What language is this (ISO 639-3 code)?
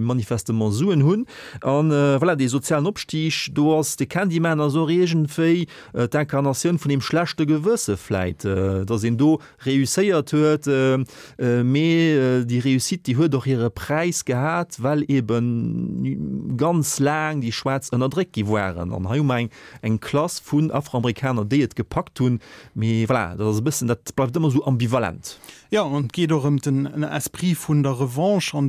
ltz